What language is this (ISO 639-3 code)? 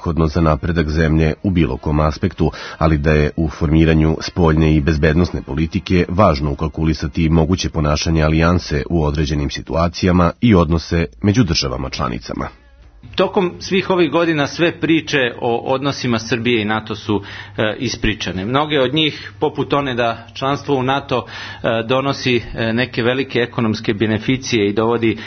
srp